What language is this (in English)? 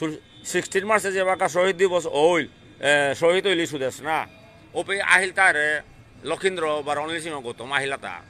Bishnupriya